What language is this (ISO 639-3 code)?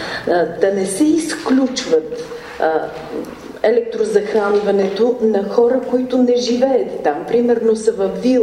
bul